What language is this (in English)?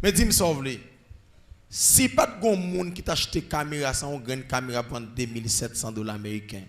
Haitian Creole